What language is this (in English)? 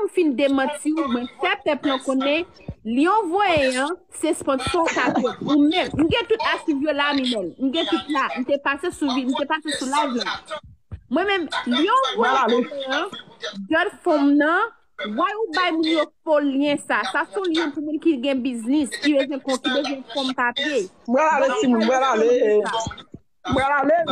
Haitian Creole